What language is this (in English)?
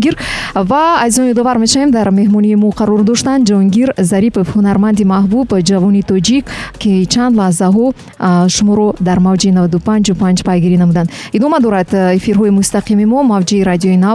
Tajik